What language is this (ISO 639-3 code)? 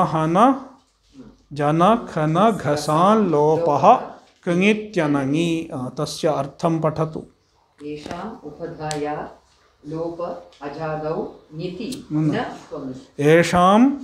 san